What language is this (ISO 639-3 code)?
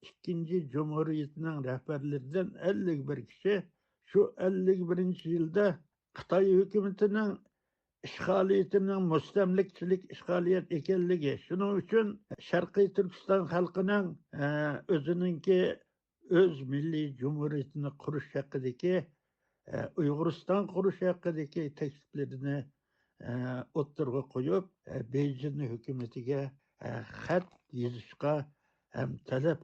uig